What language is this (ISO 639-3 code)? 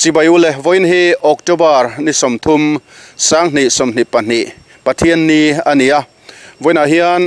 lus